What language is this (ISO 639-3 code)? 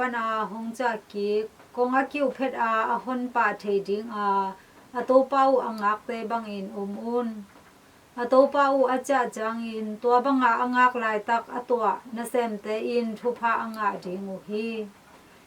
ctd